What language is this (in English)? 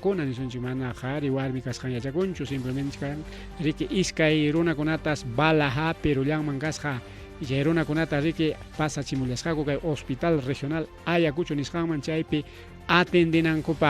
Ayacucho Quechua